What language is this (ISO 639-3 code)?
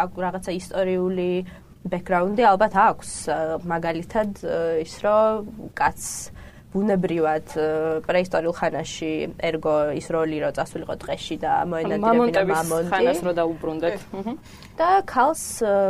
kat